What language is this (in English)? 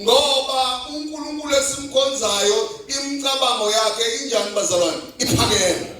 Zulu